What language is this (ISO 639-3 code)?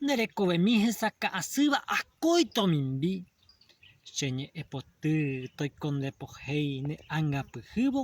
grn